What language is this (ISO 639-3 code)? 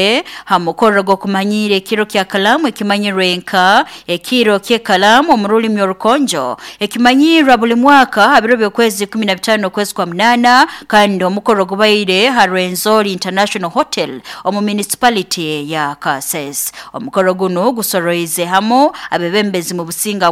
nyo